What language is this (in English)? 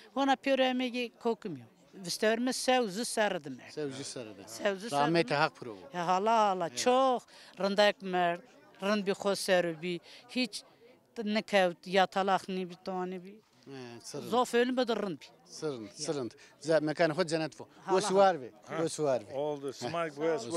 Zaza